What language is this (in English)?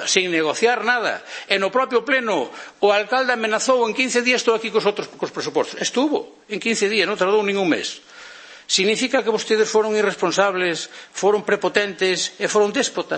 Galician